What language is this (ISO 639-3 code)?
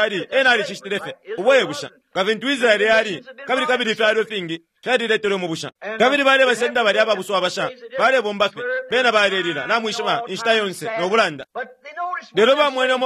bem